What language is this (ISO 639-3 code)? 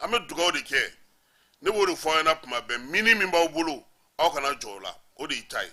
bam